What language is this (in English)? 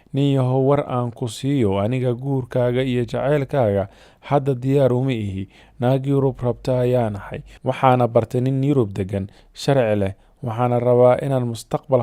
Somali